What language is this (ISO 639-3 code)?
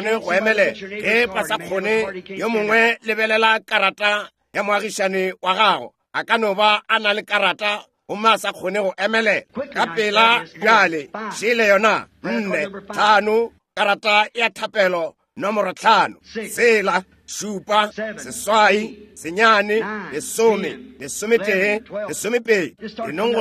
nso